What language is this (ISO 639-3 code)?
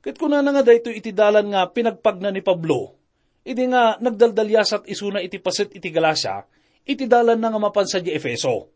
ilo